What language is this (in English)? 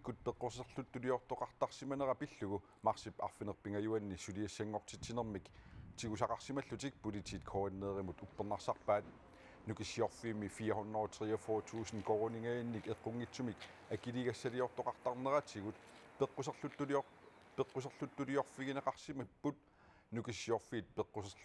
Kalaallisut